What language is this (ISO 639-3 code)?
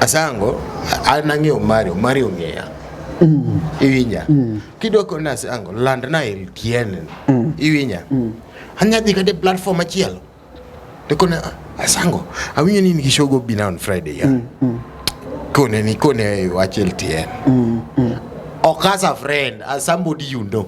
luo